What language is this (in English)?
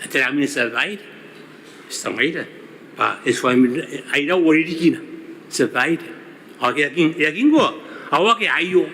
Gilbertese